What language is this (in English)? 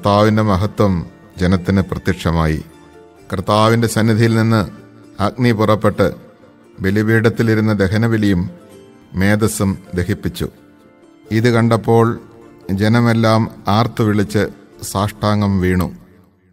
Malayalam